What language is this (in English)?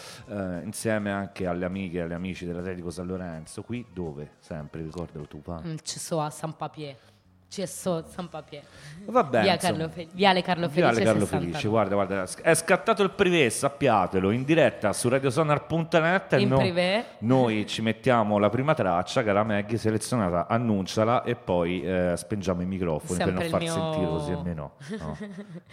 Italian